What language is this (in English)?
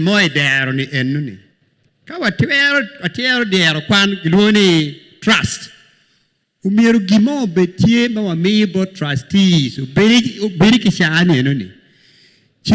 Acoli